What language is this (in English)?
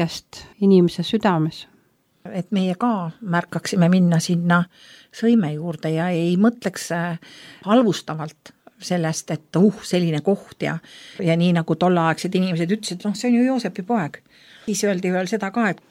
Estonian